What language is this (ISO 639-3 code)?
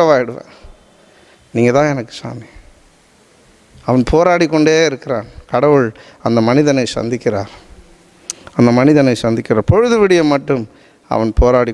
tam